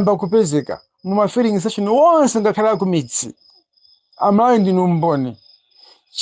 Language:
Nyanja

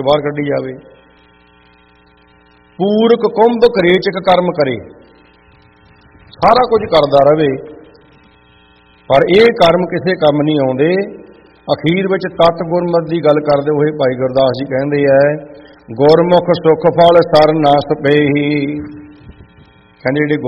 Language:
Punjabi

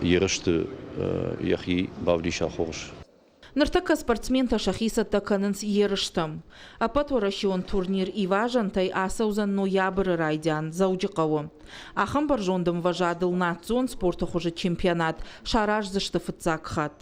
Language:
Ossetic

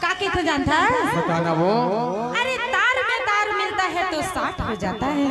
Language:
Chhattisgarhi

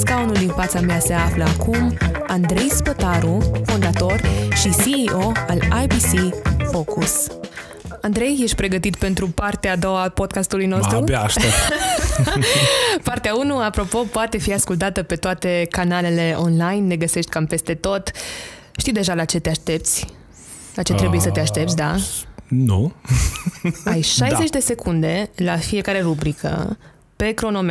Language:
Romanian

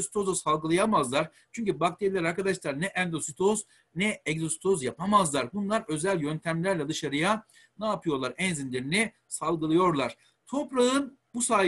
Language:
Turkish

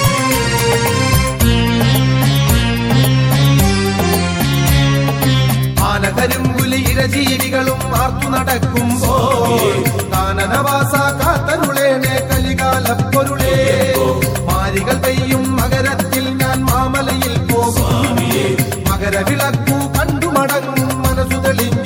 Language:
Malayalam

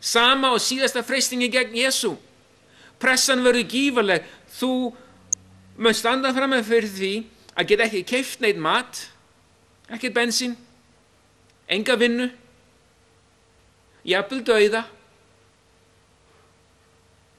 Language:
Icelandic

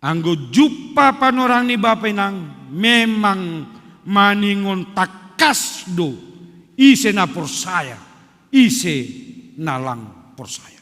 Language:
Batak Simalungun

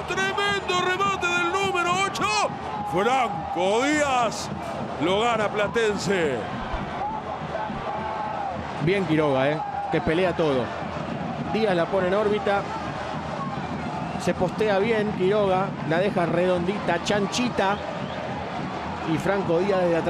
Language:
Spanish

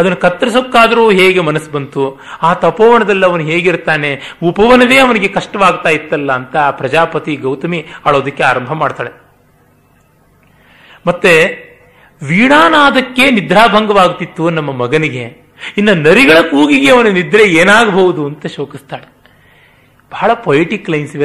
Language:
Kannada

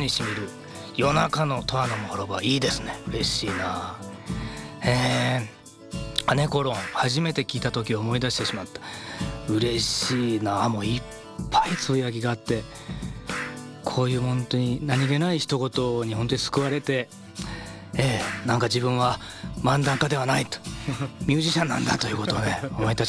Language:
Japanese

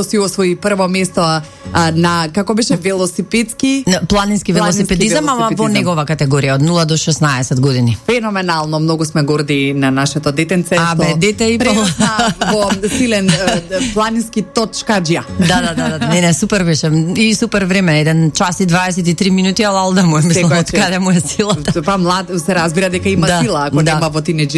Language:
Macedonian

